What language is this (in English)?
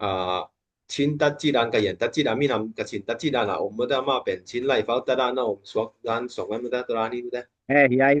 Tedim Chin